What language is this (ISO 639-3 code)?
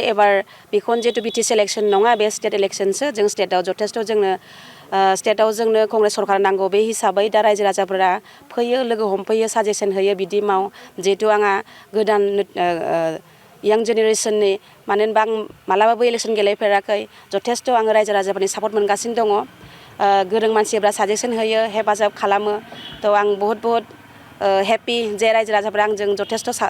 brx